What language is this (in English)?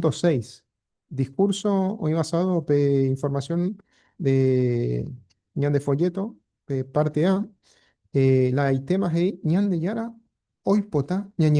Guarani